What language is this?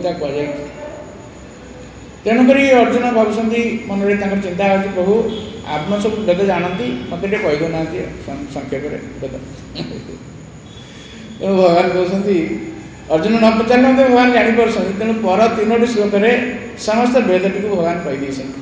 Odia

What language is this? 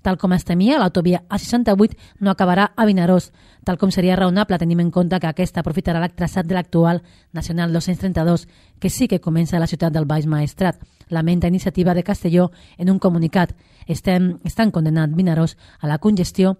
Catalan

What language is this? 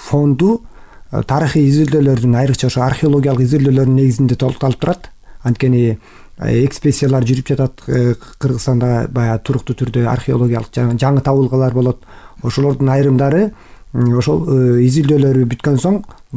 Kyrgyz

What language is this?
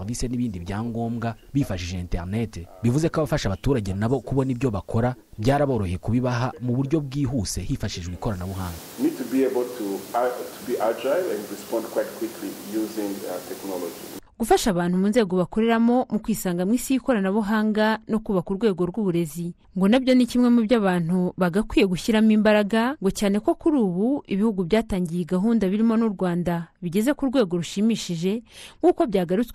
Kinyarwanda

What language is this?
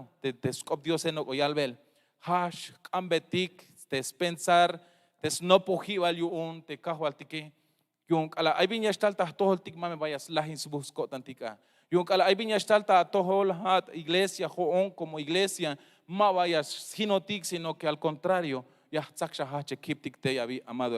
Tzeltal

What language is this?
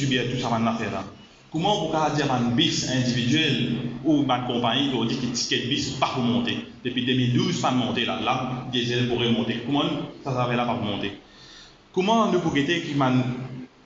Morisyen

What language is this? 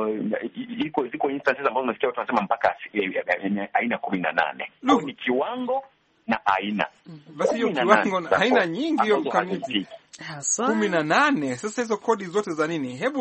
Swahili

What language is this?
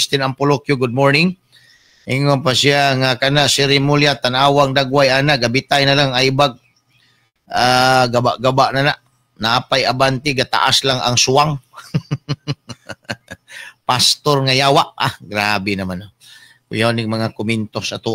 Cebuano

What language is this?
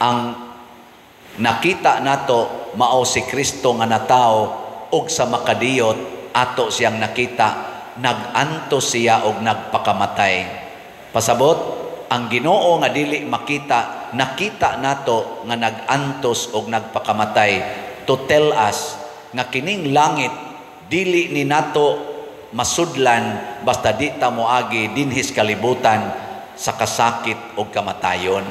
Cebuano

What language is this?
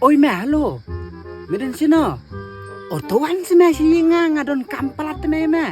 Khasi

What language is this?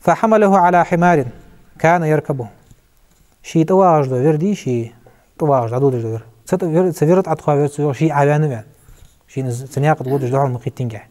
Ingush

